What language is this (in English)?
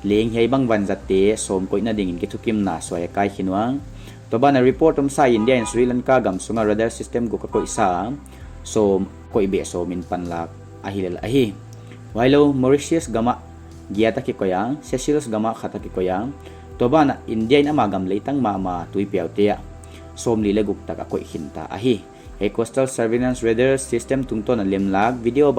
Paite Chin